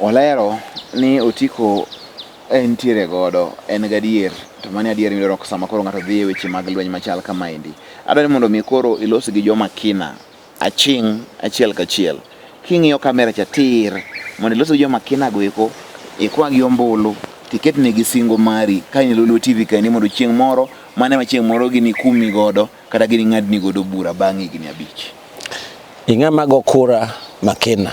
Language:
Luo (Kenya and Tanzania)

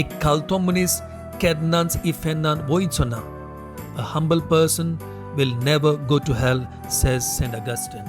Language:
Konkani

